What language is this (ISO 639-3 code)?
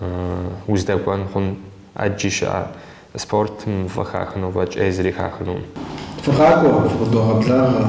kbd